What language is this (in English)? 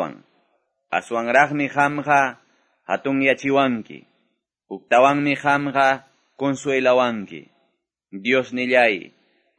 Quechua